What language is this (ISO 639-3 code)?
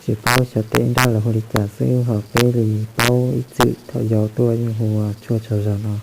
hmn